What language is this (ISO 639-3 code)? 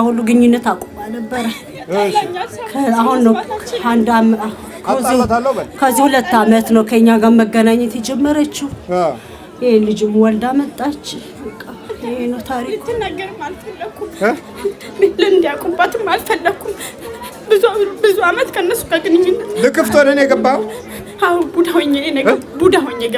amh